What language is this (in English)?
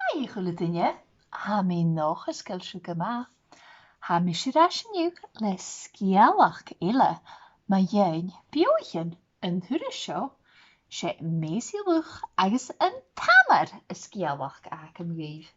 Scottish Gaelic